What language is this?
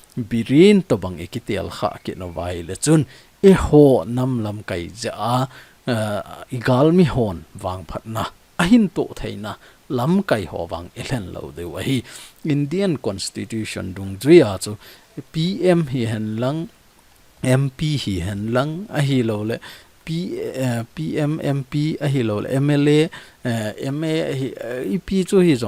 Thado Chin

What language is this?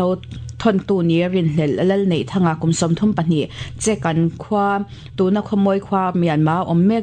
Mizo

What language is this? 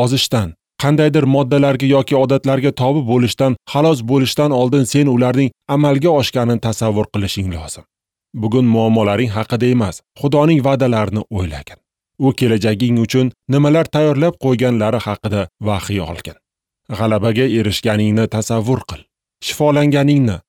Uzbek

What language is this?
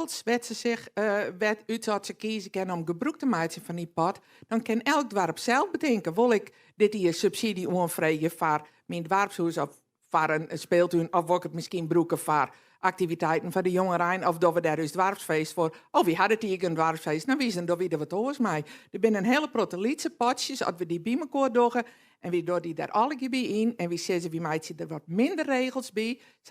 Western Frisian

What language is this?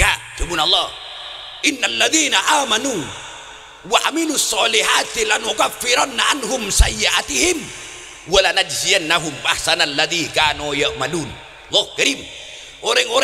Madurese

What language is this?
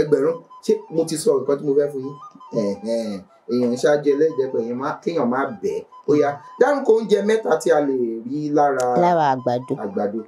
Yoruba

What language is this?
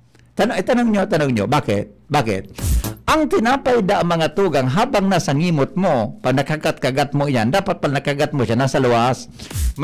Bikol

